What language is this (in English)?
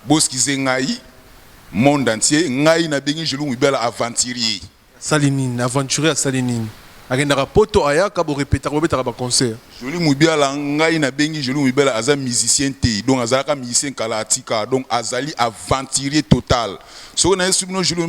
Lingala